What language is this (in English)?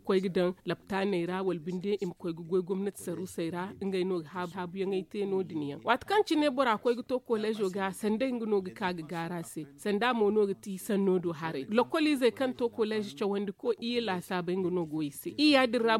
Zarma